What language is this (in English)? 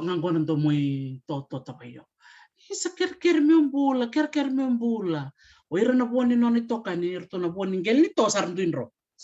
Fijian